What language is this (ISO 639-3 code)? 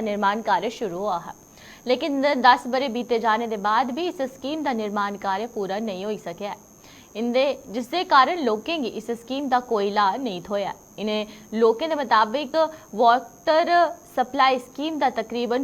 doi